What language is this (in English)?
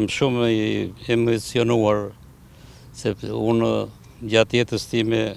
Albanian